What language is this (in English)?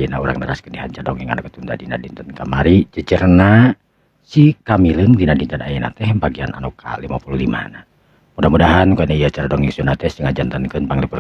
Sundanese